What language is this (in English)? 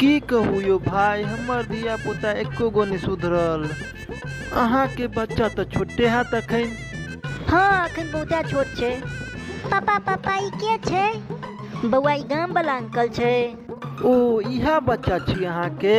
Maithili